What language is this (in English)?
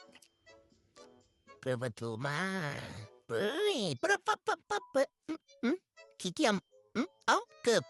Lao